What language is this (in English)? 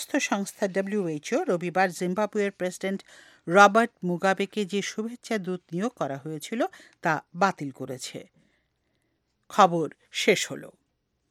Bangla